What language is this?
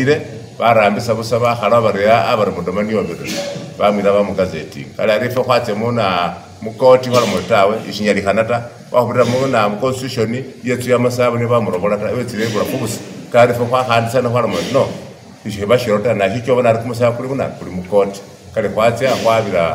Masaaba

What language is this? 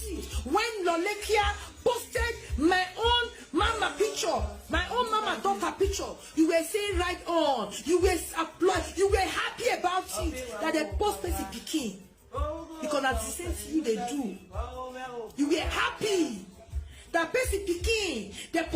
Nigerian Pidgin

